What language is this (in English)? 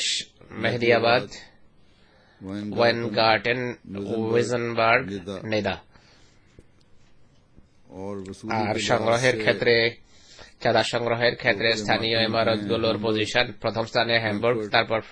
Bangla